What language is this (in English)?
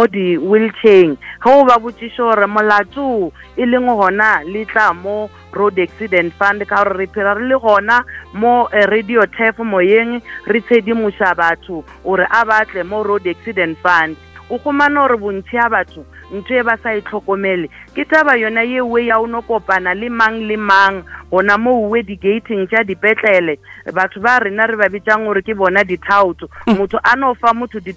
Northern Sotho